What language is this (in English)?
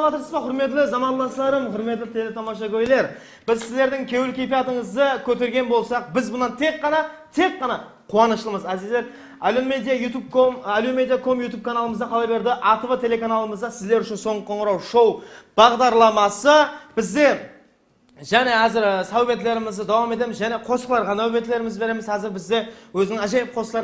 Kara-Kalpak